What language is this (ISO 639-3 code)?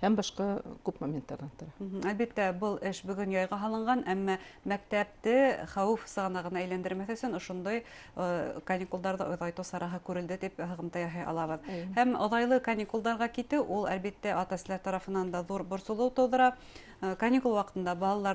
bak